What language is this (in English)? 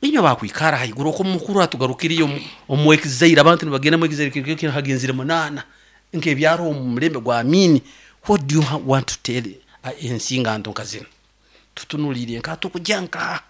Nyoro